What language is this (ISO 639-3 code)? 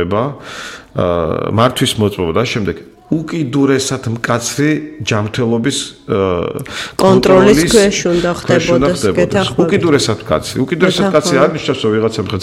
kat